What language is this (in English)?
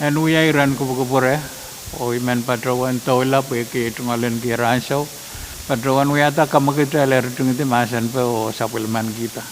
Pohnpeian